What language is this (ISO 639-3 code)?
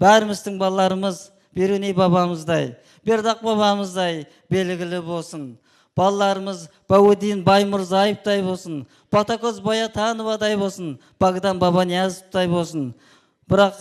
kaa